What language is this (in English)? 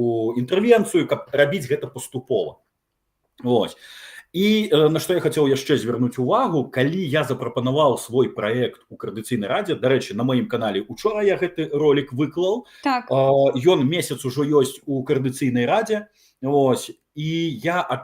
Belarusian